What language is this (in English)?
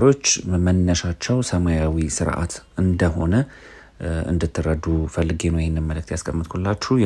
Amharic